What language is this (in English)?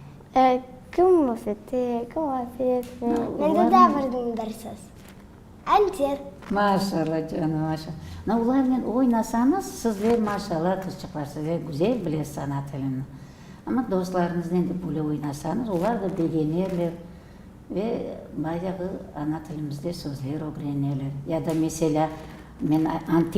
Crimean Tatar